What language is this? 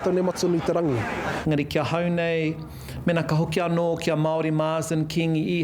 Māori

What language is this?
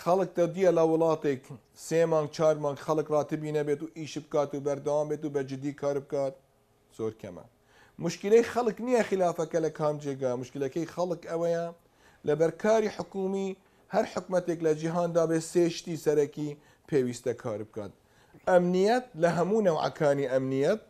Central Kurdish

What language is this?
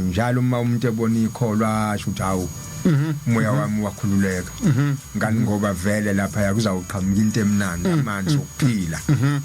Zulu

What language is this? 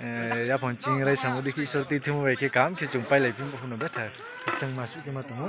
Riang (India)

